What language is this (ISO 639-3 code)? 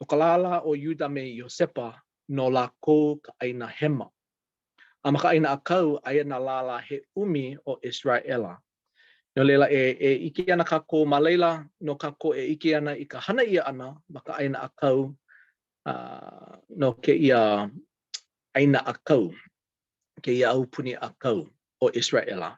haw